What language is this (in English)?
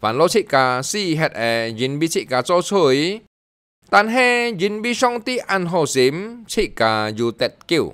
Hakka Chinese